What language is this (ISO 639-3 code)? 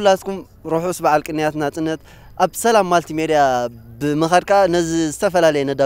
tir